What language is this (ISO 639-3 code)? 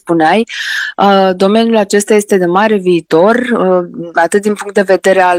ron